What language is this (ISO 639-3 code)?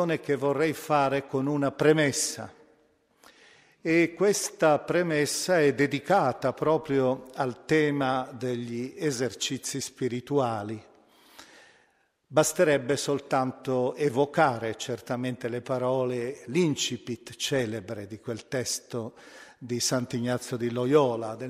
ita